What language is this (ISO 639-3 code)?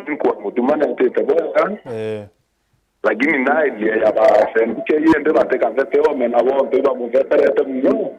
mer